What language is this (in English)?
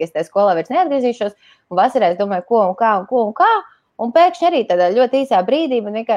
Latvian